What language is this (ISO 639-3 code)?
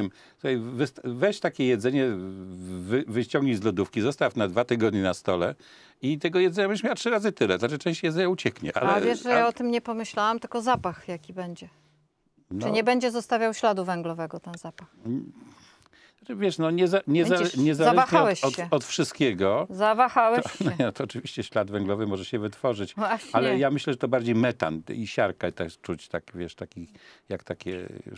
pol